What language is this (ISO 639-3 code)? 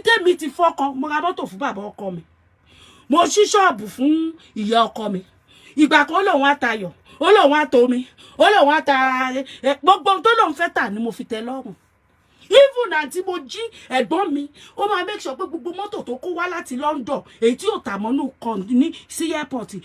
yor